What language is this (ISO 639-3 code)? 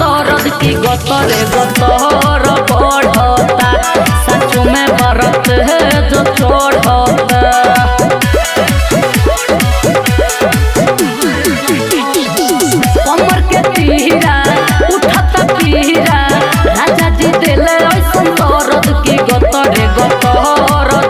bho